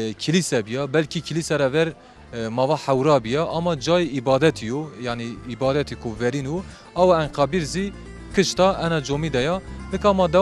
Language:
Zaza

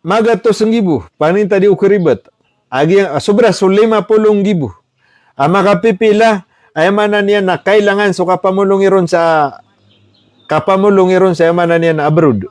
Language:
Maranao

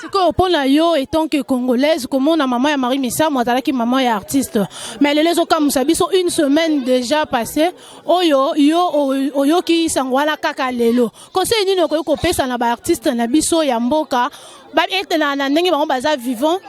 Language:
Lingala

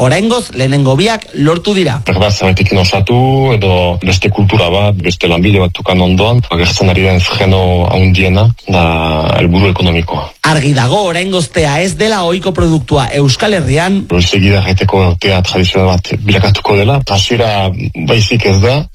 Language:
Basque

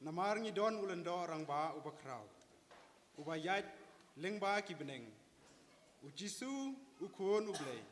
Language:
Khasi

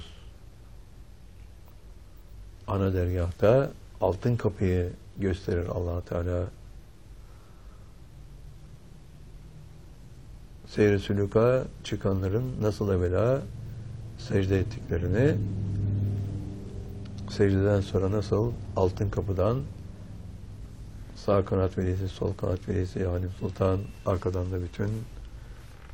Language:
Turkish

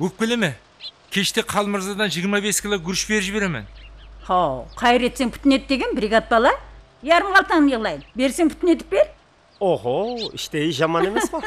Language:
Kara-Kalpak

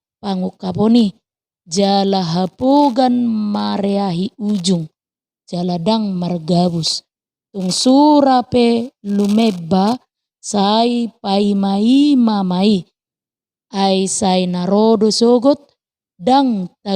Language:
Batak Toba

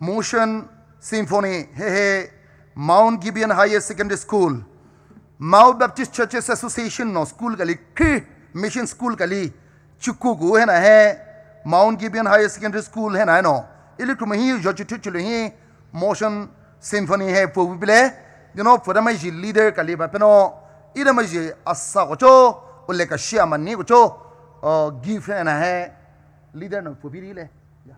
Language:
Poumei Naga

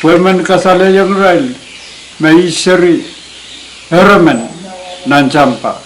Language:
Pohnpeian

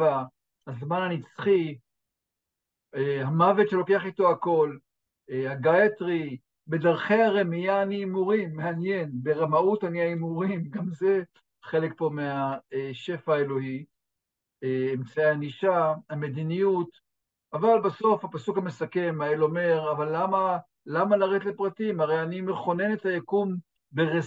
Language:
Hebrew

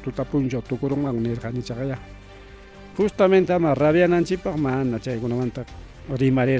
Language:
Ayacucho Quechua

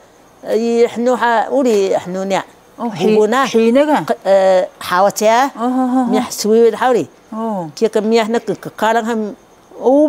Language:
Taroko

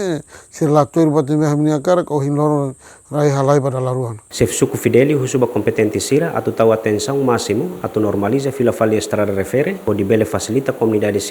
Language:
Tetum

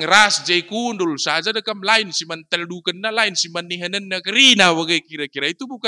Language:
Batak Karo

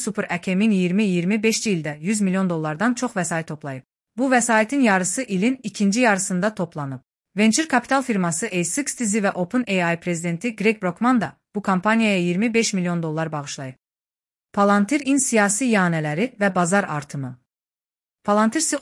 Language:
Azerbaijani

